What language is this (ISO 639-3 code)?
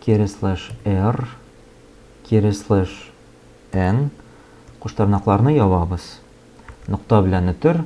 tat